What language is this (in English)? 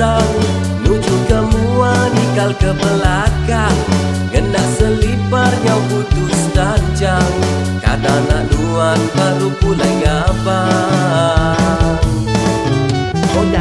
Iban